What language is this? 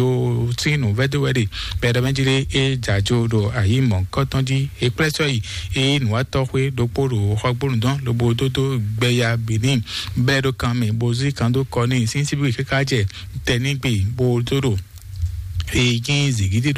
Fon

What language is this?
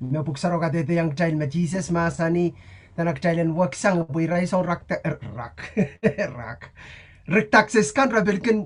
Pohnpeian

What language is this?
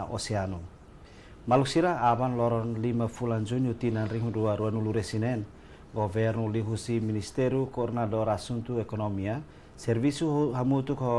Tetum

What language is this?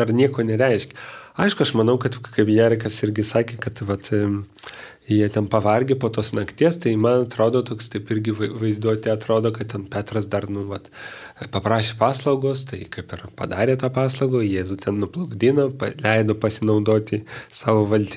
Lithuanian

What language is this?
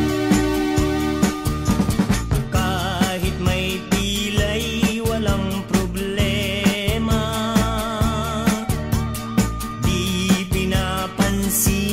Filipino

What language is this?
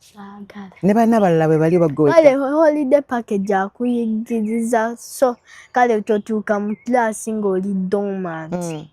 Ganda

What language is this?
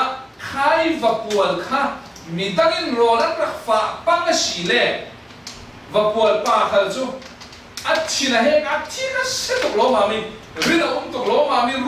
Falam Chin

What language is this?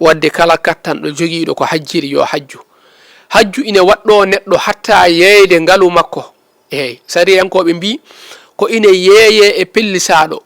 Fula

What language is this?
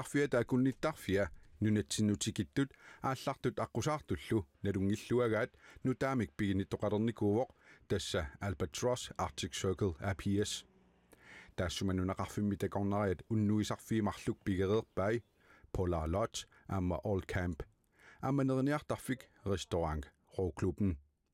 Kalaallisut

